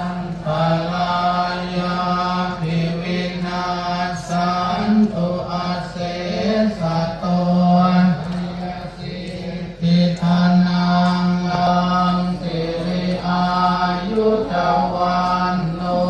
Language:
Pali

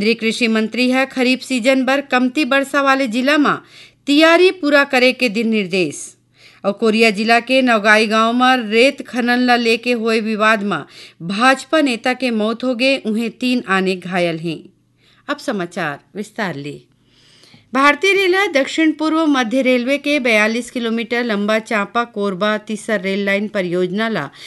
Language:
Chhattisgarhi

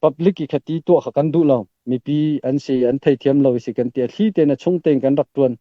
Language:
Falam Chin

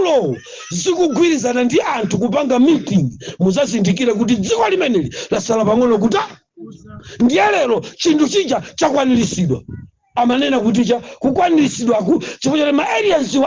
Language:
Nyanja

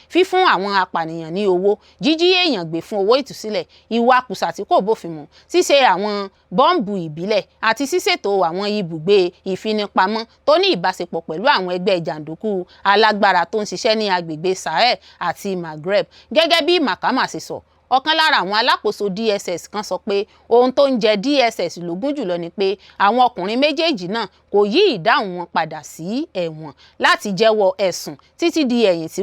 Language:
Yoruba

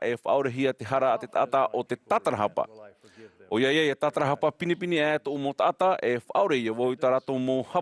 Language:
Tahitian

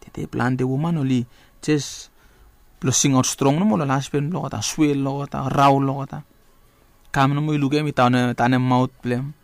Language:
Bislama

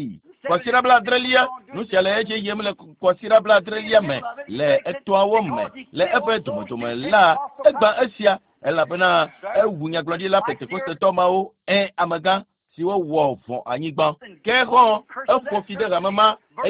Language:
Ewe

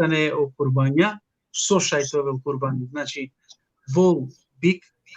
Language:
Balkan Romani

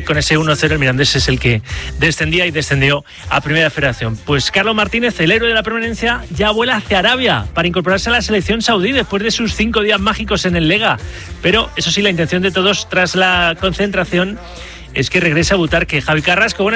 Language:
Spanish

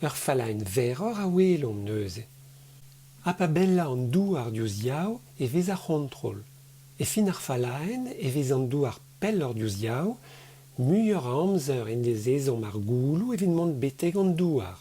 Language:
Breton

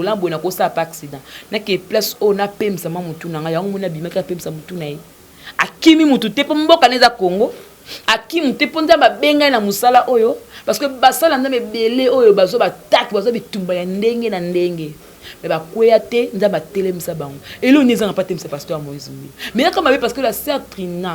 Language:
Lingala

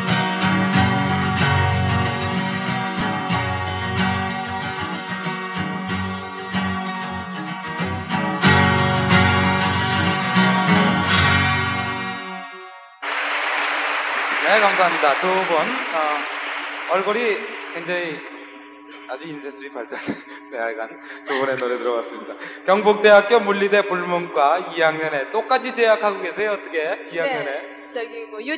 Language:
Korean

